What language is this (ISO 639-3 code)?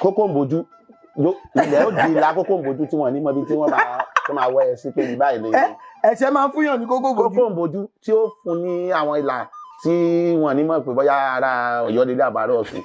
yor